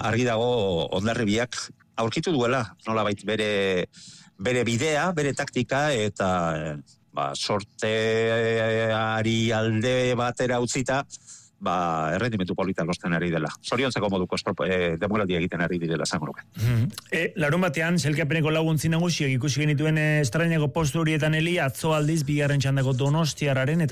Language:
Basque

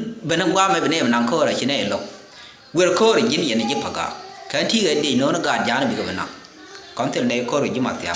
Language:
Nuer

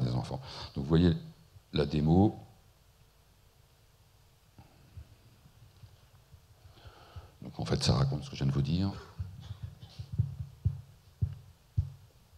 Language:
French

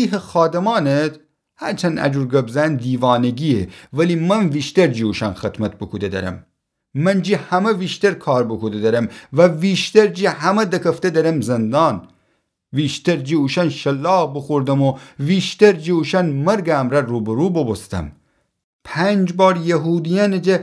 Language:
Gilaki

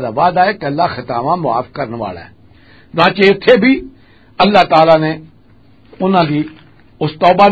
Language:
Western Panjabi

